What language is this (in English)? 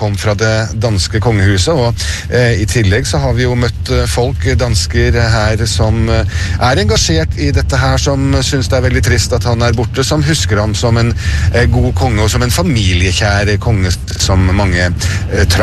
Norwegian